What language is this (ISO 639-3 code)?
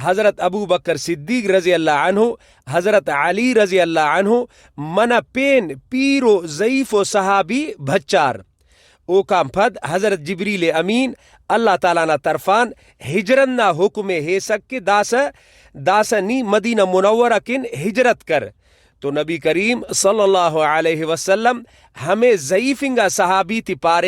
brh